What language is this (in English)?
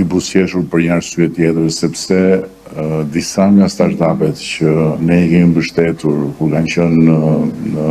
Albanian